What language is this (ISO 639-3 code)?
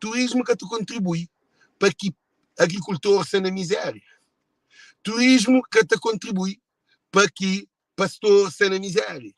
kea